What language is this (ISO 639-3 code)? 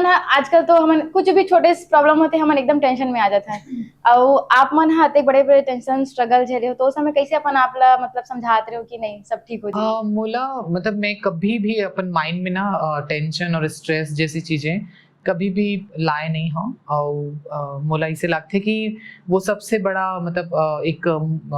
hne